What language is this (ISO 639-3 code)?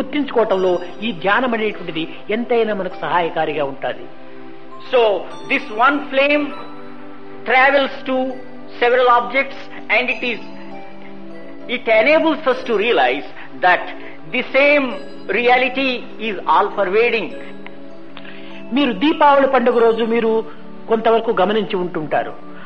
tel